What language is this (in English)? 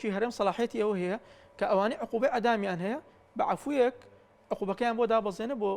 Central Kurdish